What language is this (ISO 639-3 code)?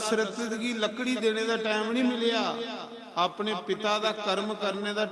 doi